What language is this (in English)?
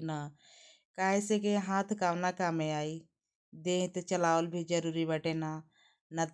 Bhojpuri